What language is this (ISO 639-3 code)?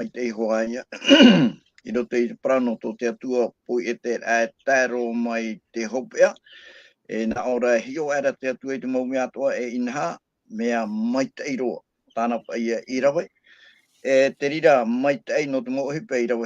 tah